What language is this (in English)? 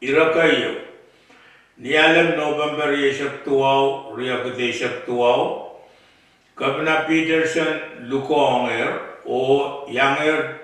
Pohnpeian